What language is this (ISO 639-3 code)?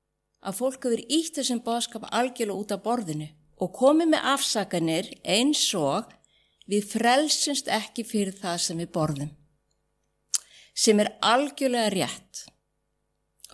isl